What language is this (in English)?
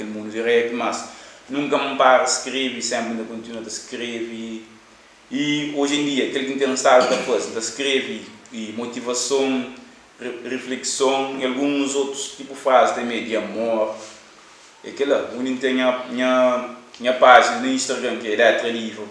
Kabuverdianu